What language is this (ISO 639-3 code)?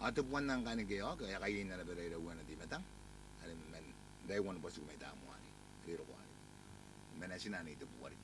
gil